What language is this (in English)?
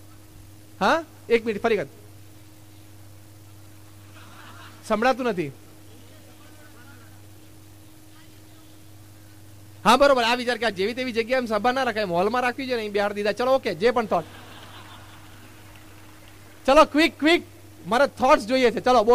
Gujarati